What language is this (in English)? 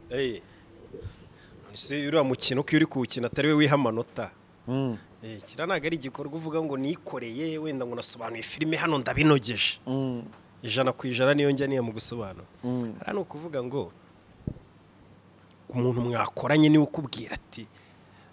Kinyarwanda